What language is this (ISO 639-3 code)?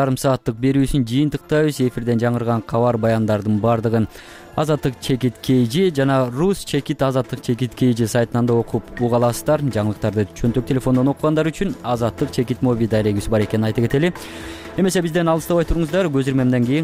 kir